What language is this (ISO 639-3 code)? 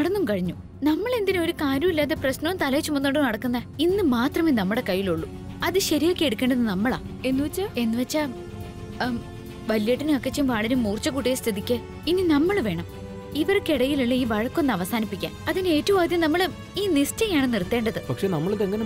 mal